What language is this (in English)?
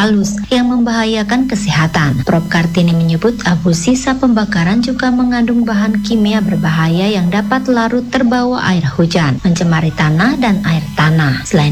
Indonesian